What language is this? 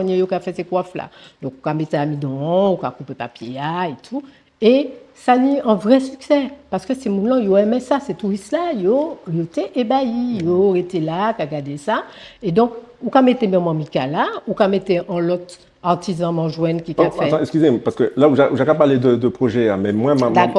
Guadeloupean Creole French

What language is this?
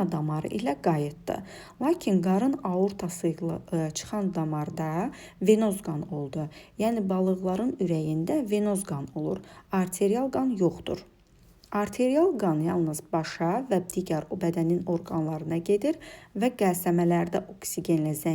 Azerbaijani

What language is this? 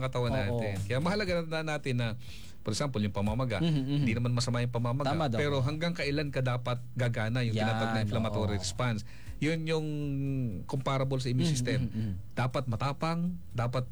Filipino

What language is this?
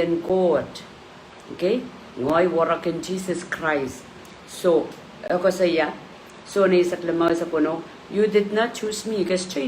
Pohnpeian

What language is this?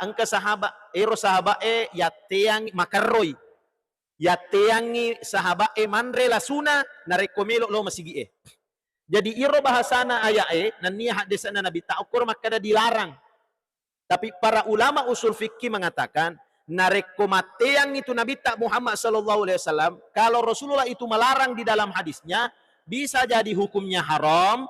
Buginese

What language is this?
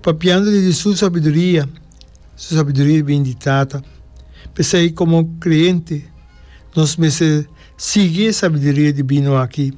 Papiamento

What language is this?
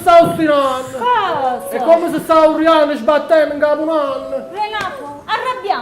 Neapolitan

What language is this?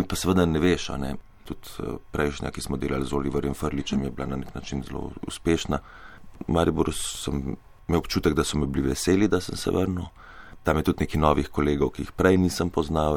Slovenian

